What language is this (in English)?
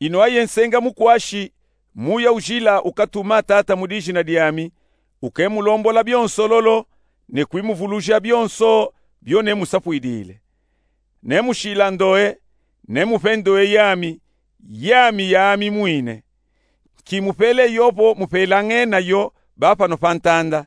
Luba-Katanga